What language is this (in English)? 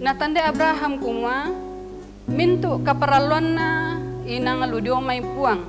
Toraja-Sa'dan